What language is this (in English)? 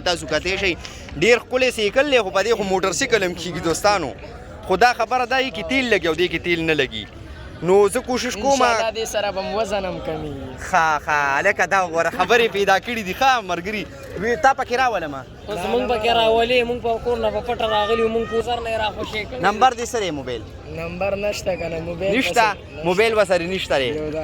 Pashto